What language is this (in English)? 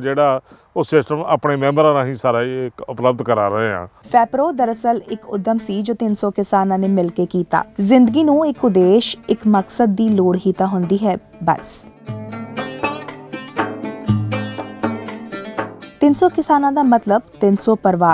Punjabi